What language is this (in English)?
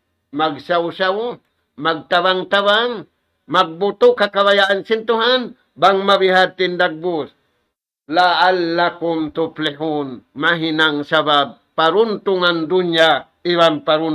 Tausug